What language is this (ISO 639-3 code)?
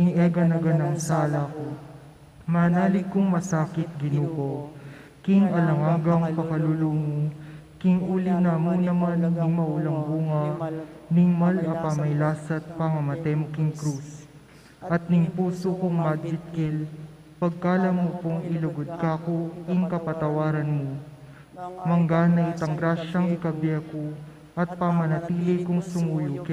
pam